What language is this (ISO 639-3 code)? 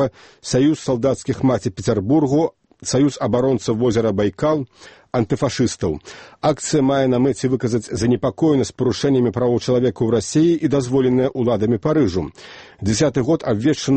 bel